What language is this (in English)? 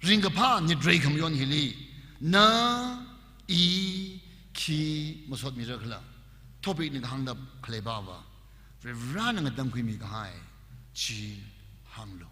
Tangkhul Naga (India)